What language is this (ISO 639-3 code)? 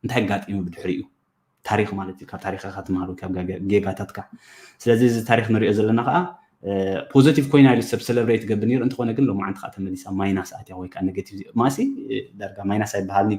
tir